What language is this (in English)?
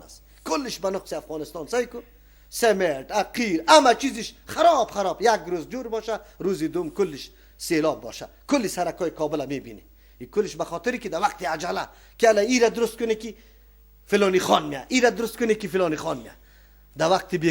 Persian